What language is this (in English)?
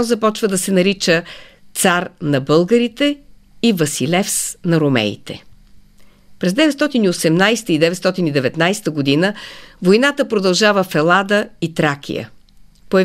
Bulgarian